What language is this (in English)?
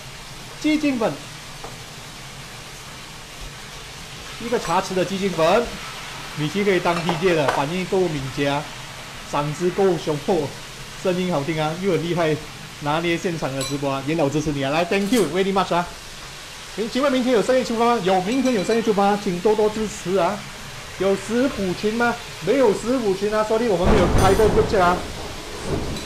Chinese